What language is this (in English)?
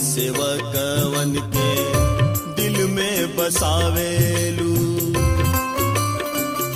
Bhojpuri